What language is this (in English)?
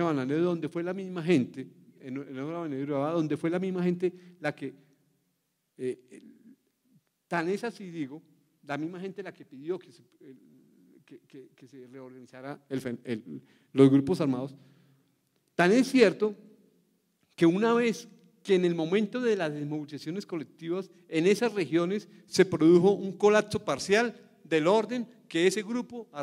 Spanish